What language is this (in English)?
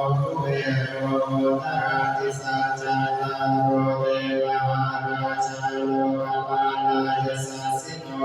Pali